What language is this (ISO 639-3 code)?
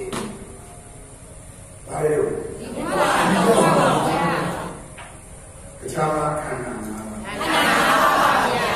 mya